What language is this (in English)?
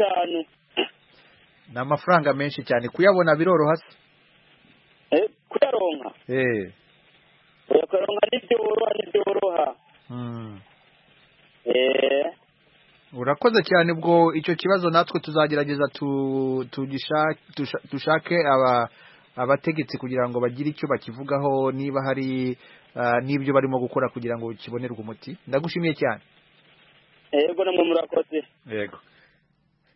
Kinyarwanda